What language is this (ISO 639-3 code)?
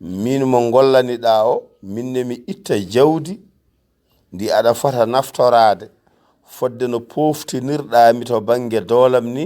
ful